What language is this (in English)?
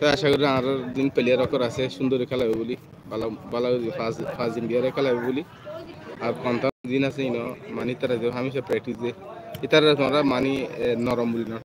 Rohingya